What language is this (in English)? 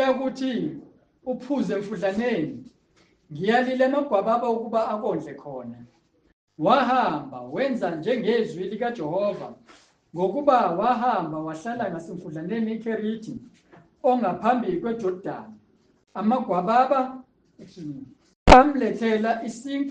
Zulu